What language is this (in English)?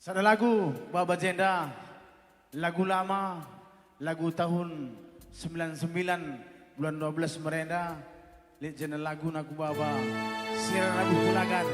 Batak Karo